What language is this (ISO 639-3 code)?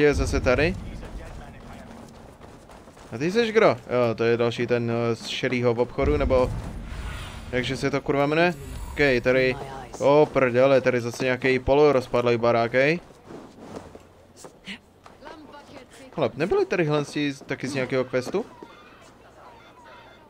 ces